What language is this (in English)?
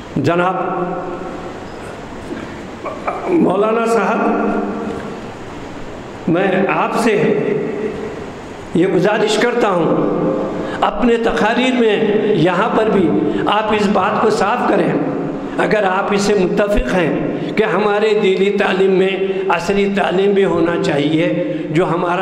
Urdu